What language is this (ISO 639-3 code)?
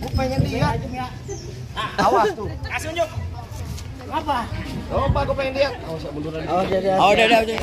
bew